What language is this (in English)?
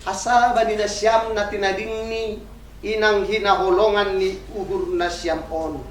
Batak Toba